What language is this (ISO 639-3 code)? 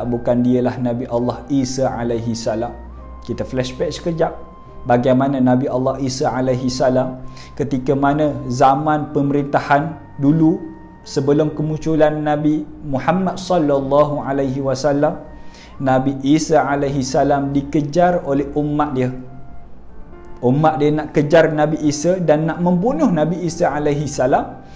msa